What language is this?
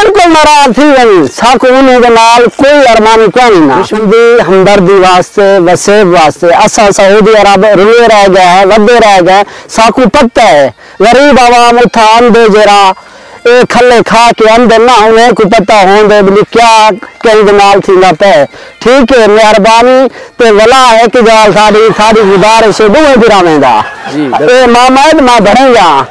Saraiki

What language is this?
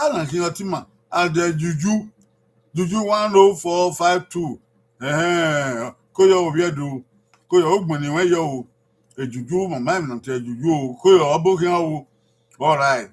Bini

